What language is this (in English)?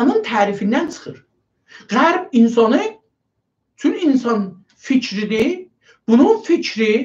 South Azerbaijani